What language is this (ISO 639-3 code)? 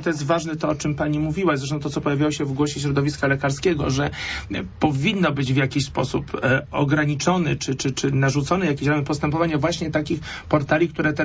pol